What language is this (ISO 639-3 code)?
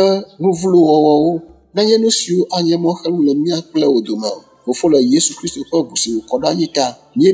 ewe